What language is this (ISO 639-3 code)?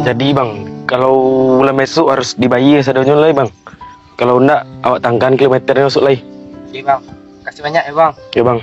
min